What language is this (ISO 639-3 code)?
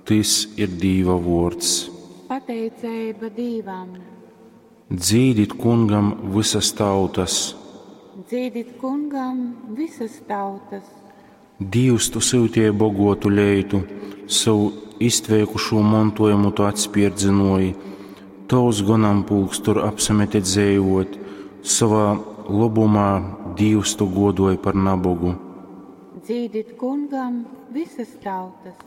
ltg